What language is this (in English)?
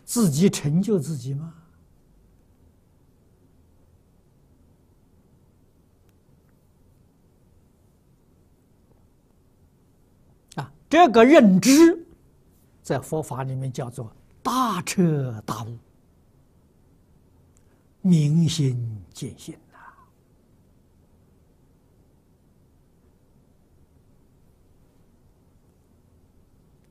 Chinese